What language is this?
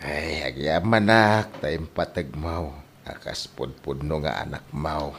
Iloko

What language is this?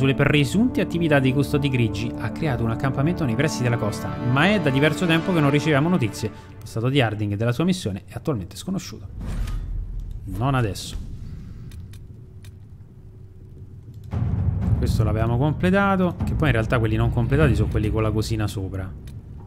Italian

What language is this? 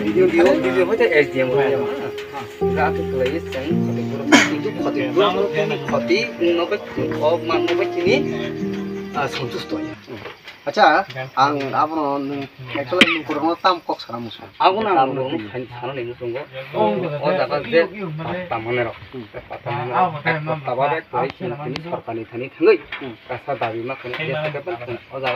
Kok Borok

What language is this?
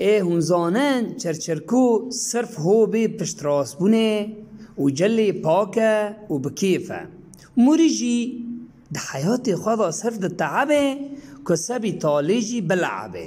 Kurdish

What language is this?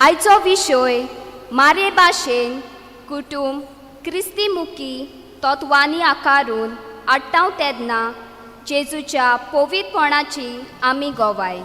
Konkani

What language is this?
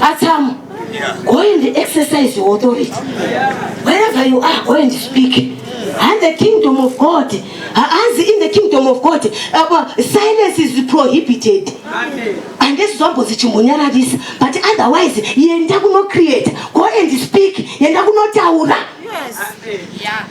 Shona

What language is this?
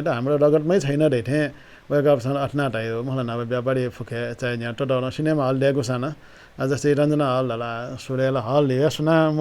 Newari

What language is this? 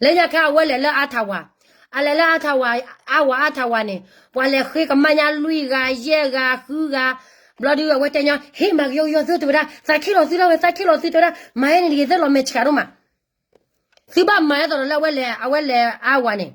S'gaw Karen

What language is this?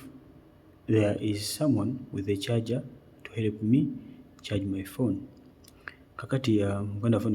Ganda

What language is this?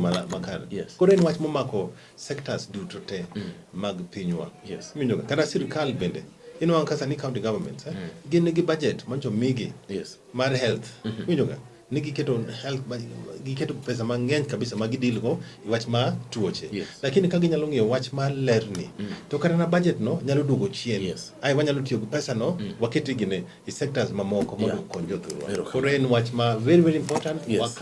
Luo (Kenya and Tanzania)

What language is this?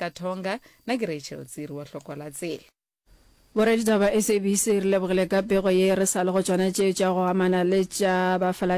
Northern Sotho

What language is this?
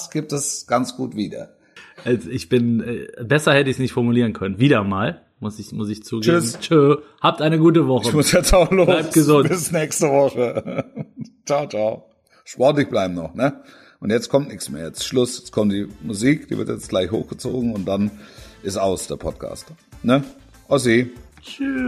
German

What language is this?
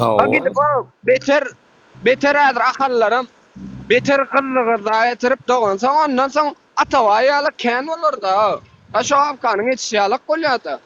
Turkmen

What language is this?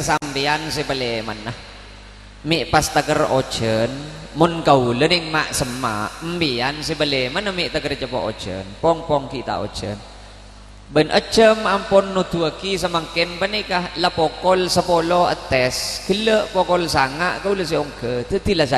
Madurese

